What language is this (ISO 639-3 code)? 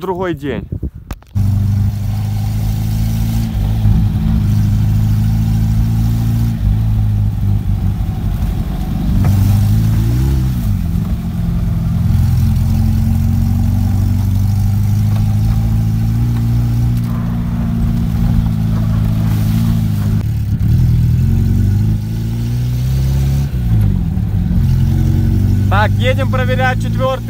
rus